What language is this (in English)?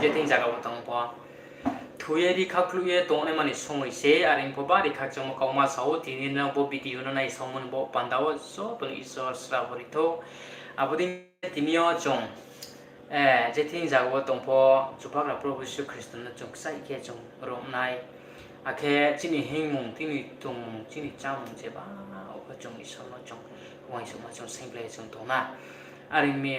Riang (India)